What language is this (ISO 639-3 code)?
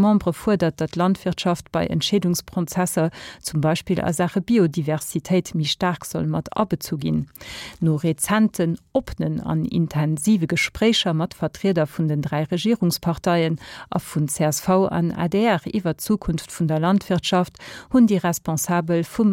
ltz